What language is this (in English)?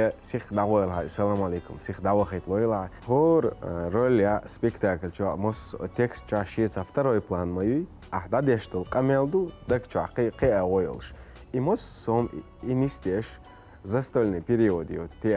Chechen